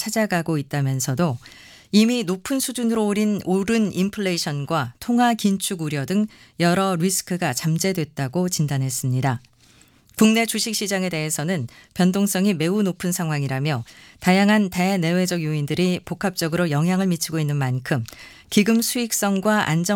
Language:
Korean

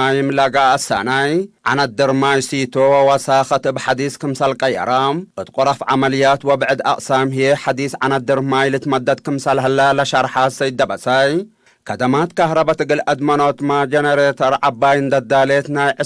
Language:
Tigre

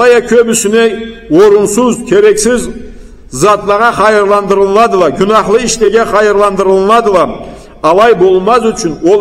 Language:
Karachay-Balkar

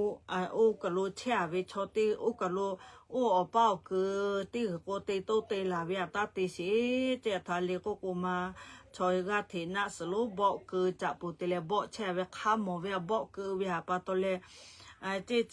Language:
Lahu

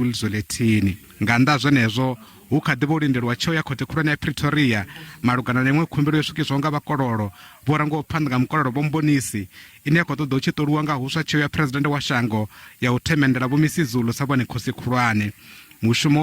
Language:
Venda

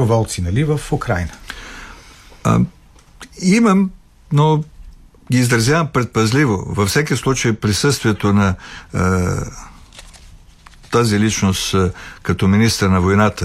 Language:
Bulgarian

